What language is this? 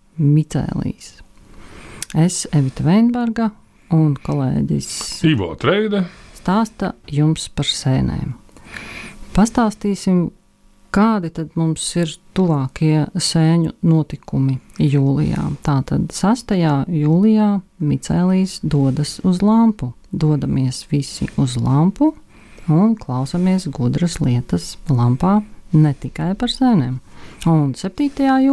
Latvian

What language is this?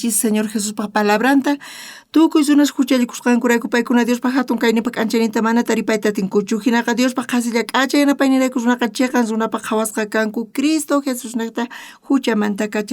South Bolivian Quechua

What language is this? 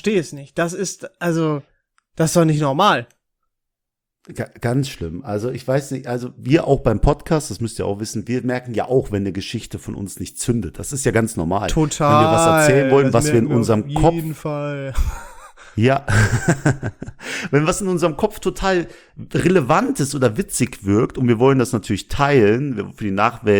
German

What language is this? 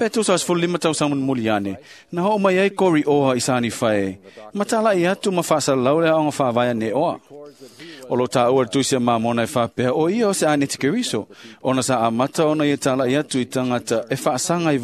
Samoan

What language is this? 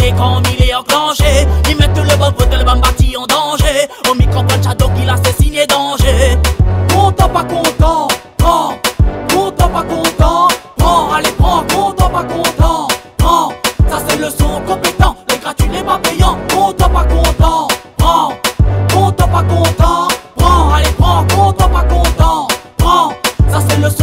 Réunion Creole French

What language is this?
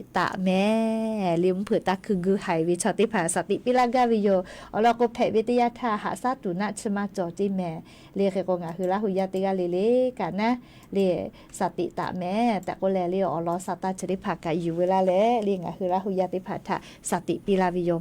Lahu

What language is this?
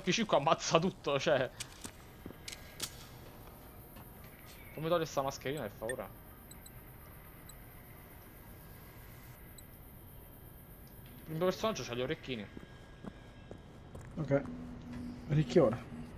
Italian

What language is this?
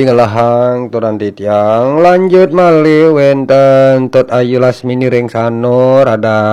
Balinese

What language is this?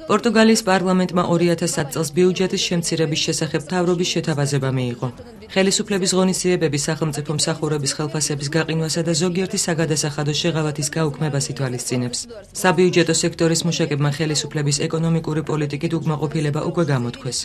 Georgian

